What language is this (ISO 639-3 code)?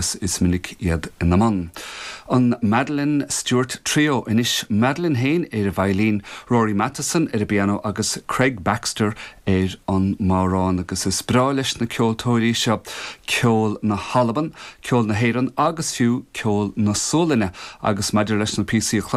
gle